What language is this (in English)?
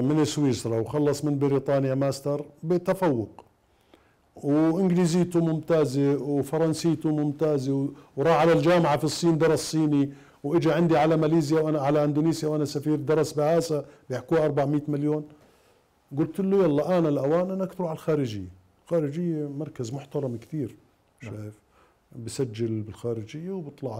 Mesopotamian Arabic